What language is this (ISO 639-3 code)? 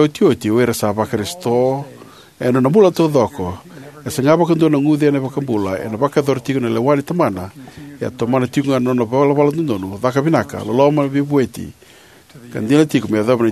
fij